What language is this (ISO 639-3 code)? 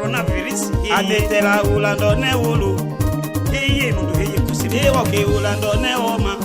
tll